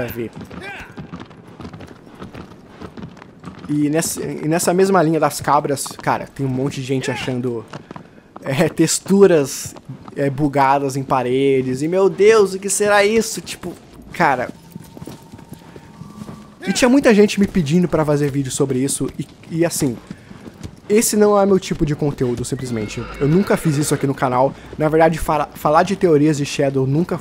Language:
Portuguese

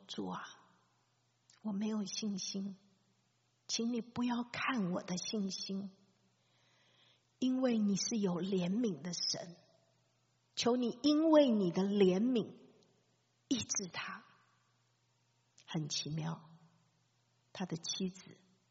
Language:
Chinese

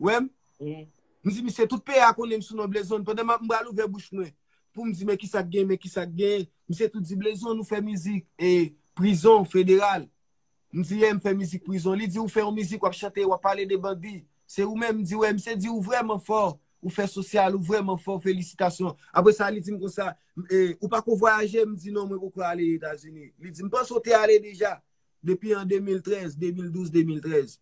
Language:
Haitian Creole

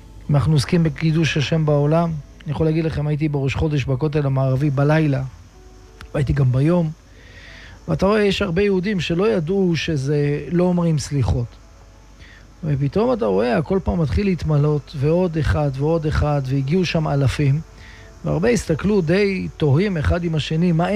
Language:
Hebrew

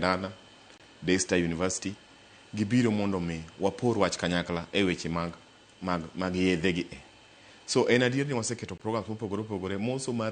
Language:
Luo (Kenya and Tanzania)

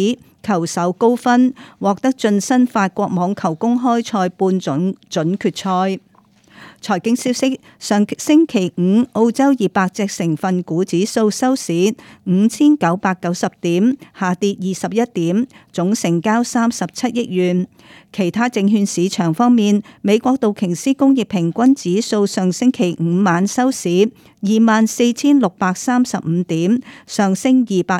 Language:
Cantonese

